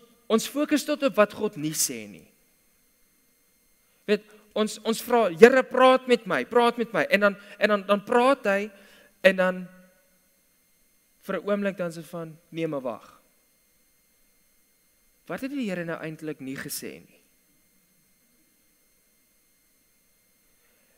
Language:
Afrikaans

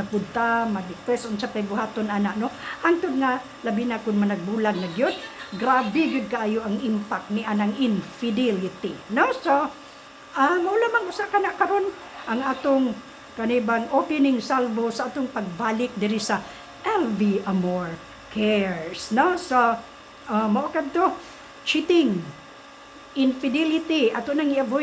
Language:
Cebuano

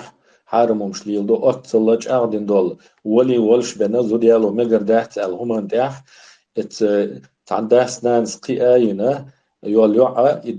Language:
Chechen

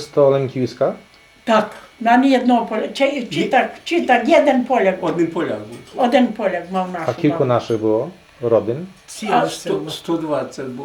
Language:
Rusyn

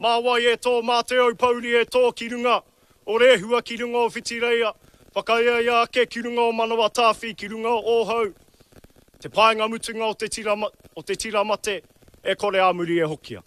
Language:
Māori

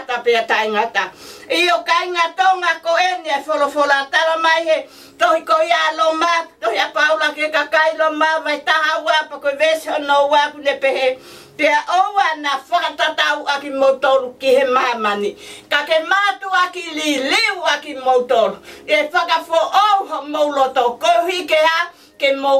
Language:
Tongan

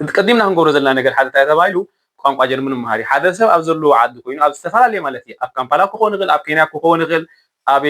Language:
Tigrinya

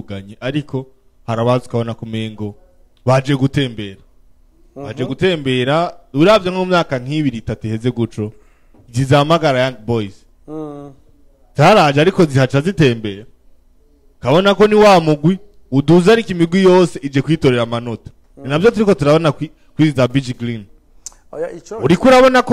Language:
Rundi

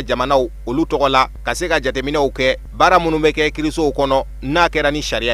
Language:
Bambara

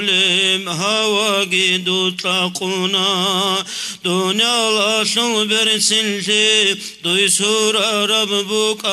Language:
Avaric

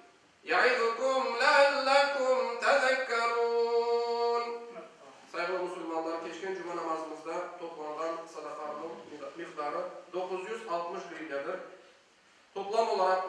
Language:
Crimean Tatar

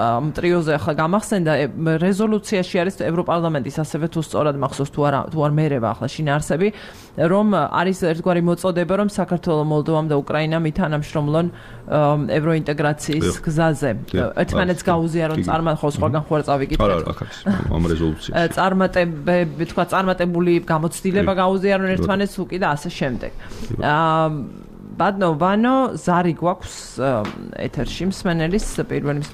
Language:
Georgian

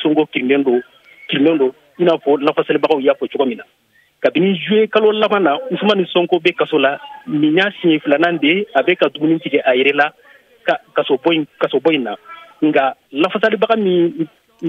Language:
Bambara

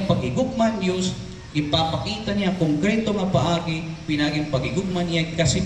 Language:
Waray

